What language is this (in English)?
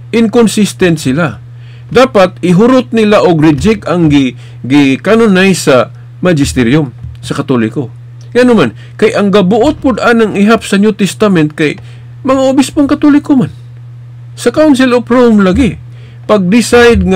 Cebuano